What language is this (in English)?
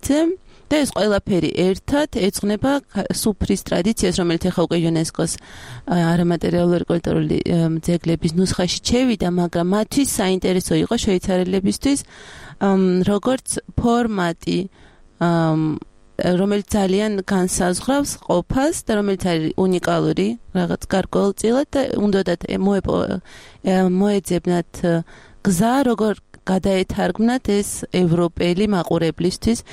Georgian